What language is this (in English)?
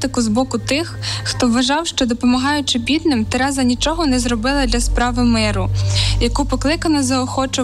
Ukrainian